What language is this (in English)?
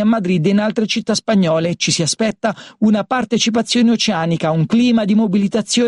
Italian